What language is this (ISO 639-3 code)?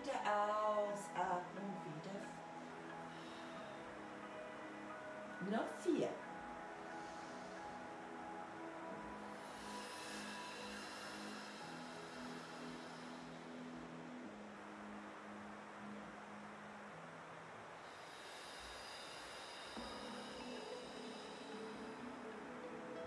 deu